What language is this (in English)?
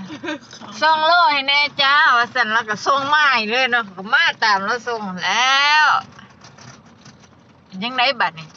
Lao